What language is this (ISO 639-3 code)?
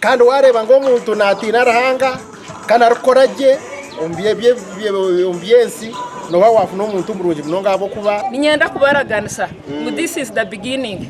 nyn